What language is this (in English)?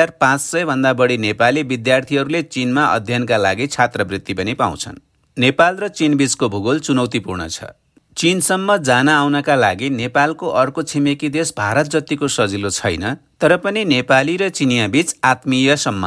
Nepali